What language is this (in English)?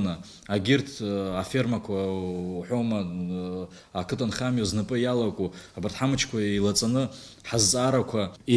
Abkhazian